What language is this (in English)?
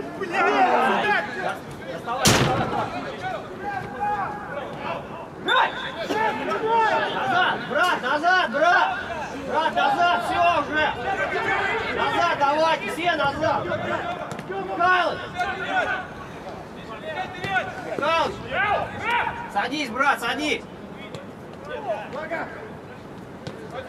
Russian